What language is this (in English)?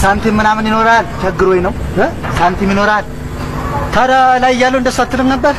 Amharic